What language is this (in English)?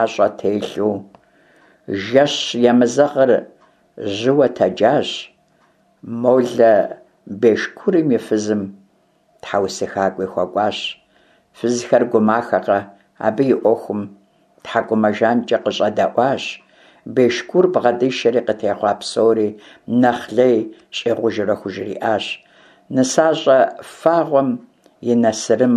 Kabardian